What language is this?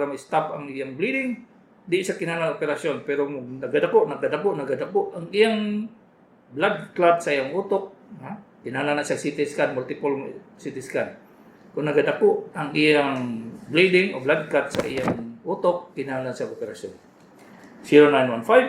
Cebuano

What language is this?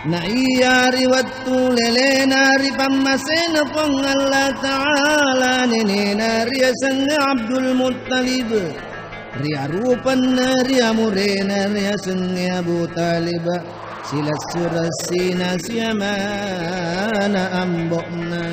Buginese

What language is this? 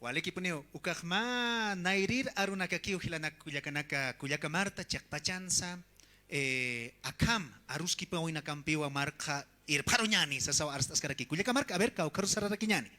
Aymara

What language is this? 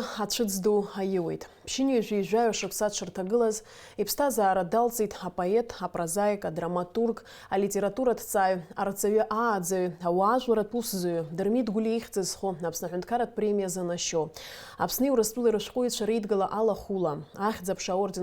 Abkhazian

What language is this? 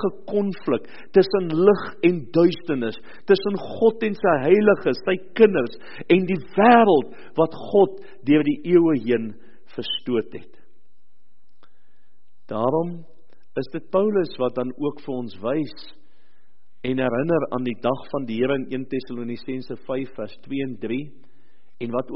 Afrikaans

